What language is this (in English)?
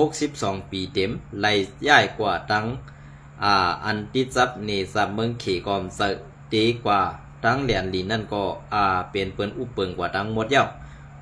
Shan